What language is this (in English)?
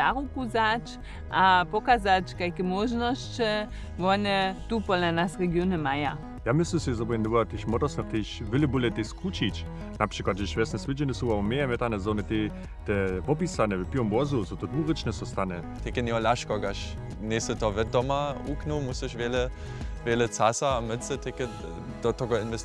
Upper Sorbian